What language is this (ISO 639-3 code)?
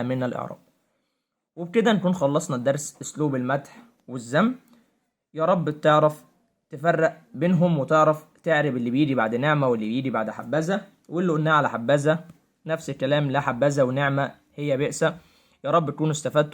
arz